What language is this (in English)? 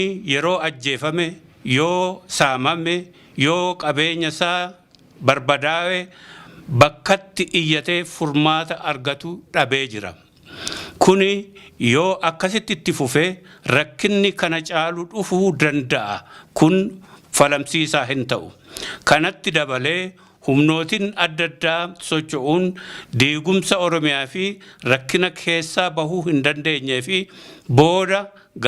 Oromo